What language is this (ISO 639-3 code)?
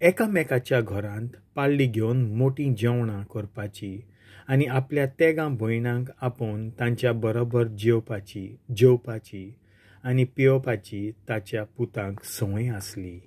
kok